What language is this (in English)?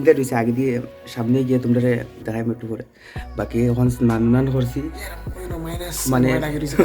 Sylheti